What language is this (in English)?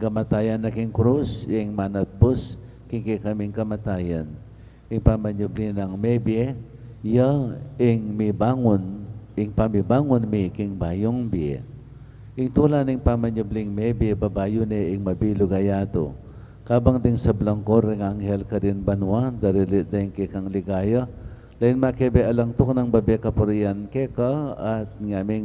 Pampanga